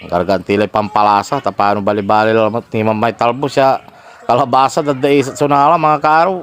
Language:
Pangasinan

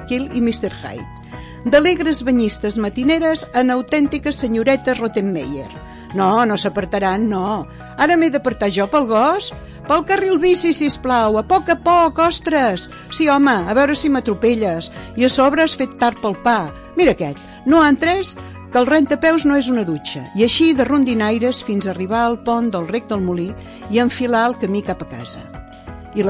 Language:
Catalan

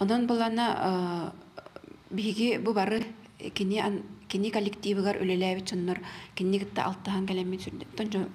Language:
Yakut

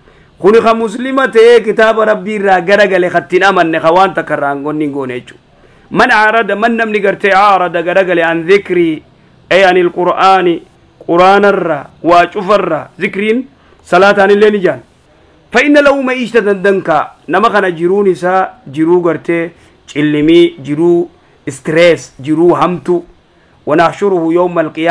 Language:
Oromo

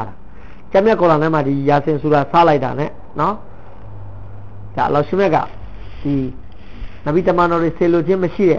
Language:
Burmese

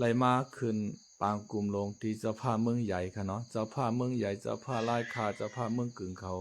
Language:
Shan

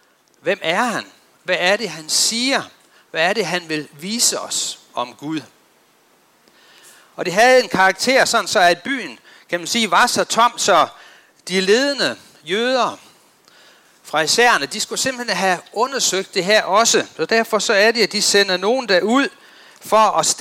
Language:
Danish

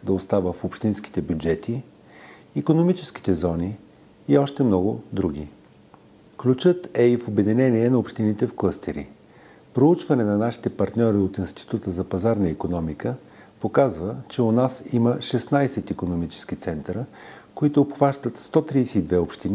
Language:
Bulgarian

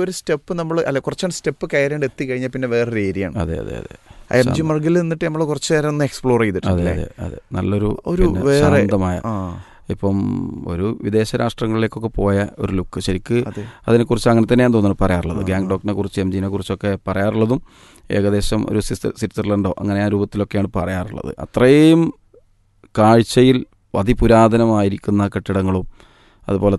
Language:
Malayalam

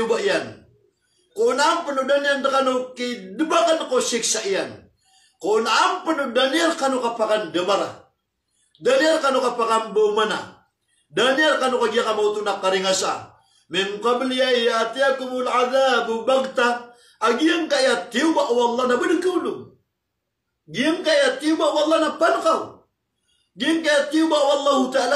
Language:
Maranao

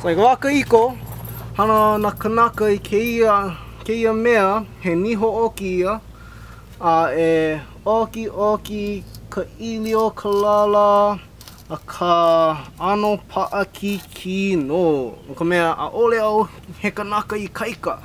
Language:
Hawaiian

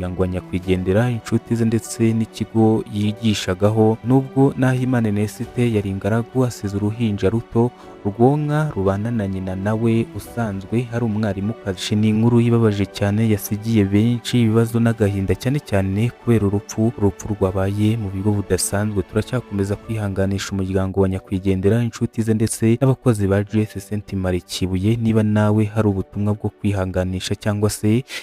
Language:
Kinyarwanda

